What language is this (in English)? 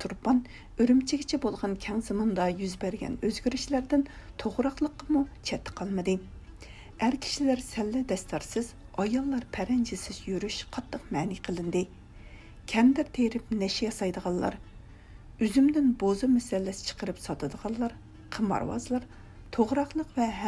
Uyghur